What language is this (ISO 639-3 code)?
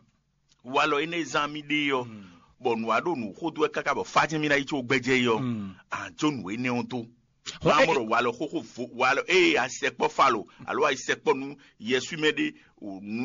fon